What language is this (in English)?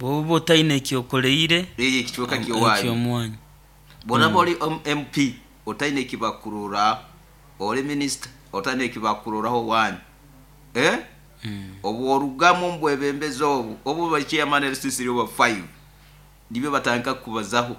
Nyoro